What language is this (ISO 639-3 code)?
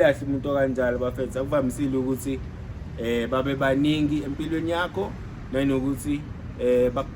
zul